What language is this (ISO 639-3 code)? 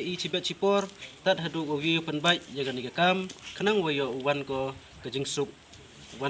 kha